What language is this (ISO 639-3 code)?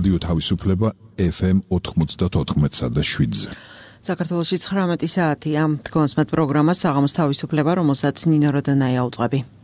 kat